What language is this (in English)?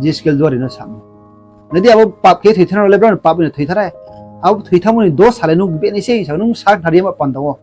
Riang (India)